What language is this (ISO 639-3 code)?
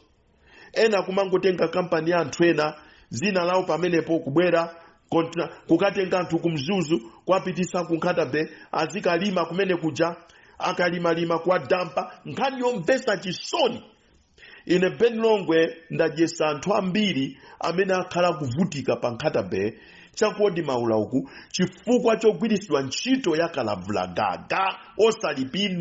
nya